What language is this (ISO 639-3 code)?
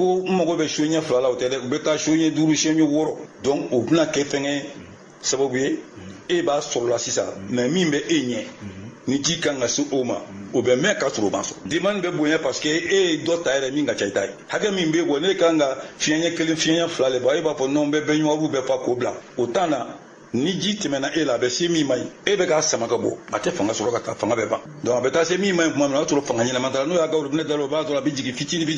bam